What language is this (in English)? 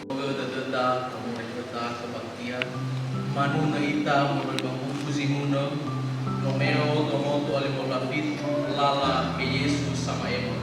Nias